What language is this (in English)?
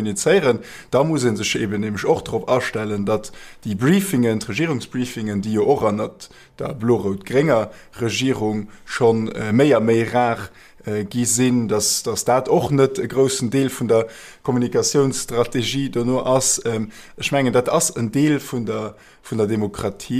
Luxembourgish